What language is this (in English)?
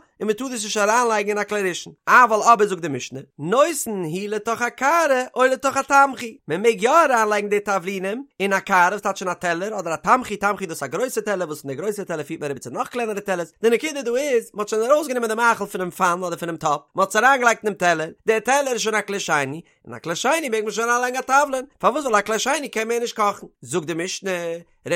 Yiddish